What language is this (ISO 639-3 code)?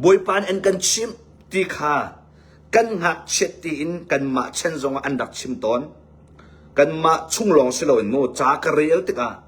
cnh